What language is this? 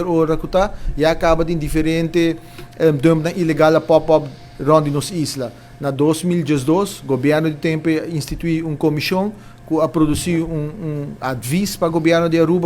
Papiamento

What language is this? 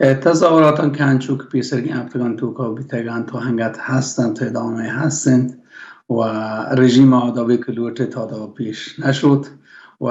Baluchi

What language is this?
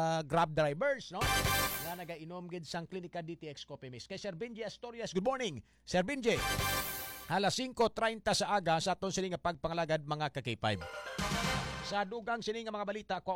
Hiligaynon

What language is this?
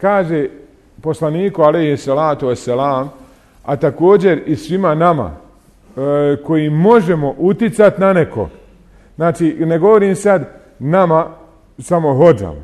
Bosnian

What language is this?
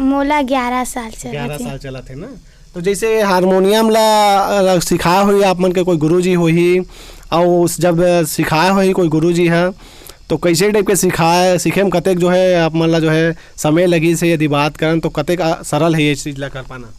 Chhattisgarhi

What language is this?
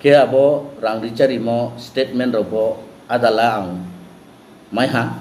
Riang (India)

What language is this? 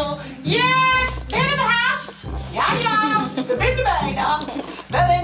Western Frisian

